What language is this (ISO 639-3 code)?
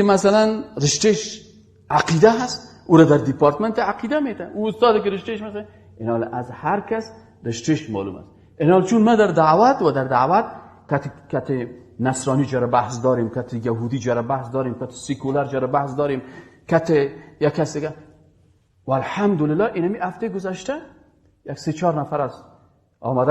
fas